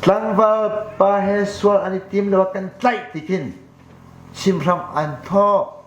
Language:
Hakha Chin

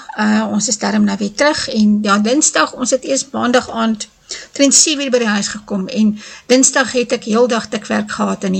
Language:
Afrikaans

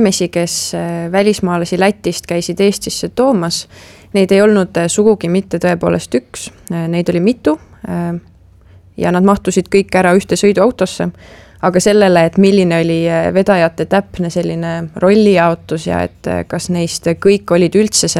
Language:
Estonian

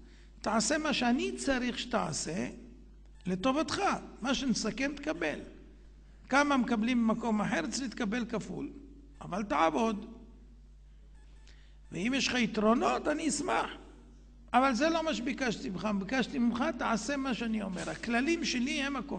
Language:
Hebrew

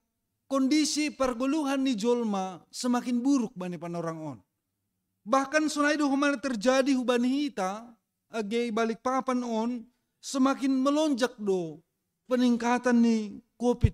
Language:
Batak Simalungun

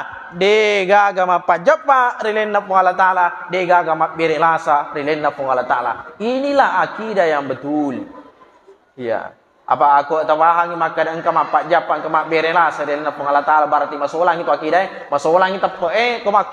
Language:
Buginese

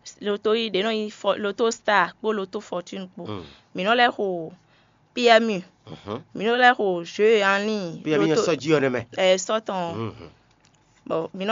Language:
Fon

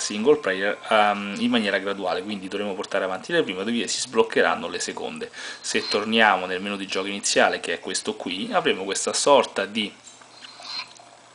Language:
Italian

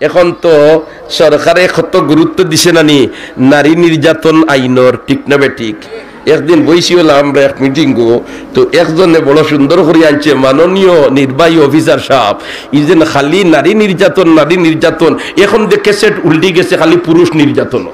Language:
Sylheti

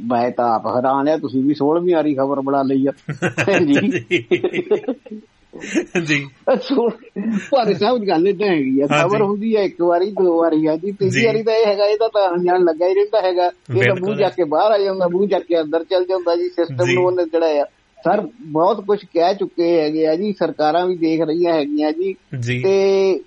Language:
Punjabi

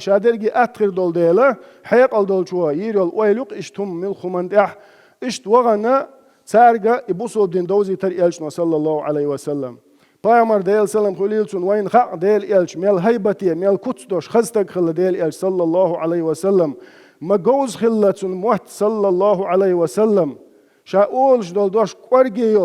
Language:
Chechen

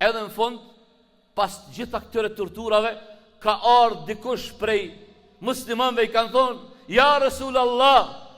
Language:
Albanian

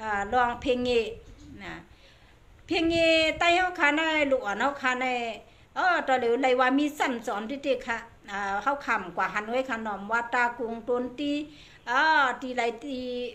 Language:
Shan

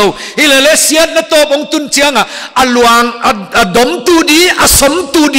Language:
Paite Chin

